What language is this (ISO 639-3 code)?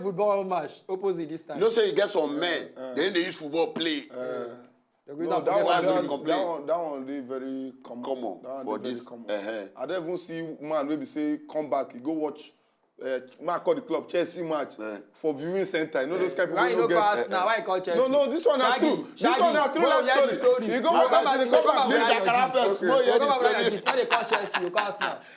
pcm